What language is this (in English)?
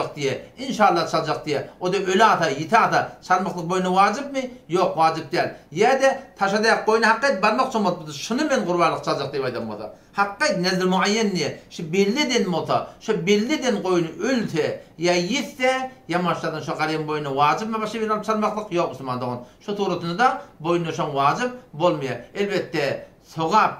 Turkmen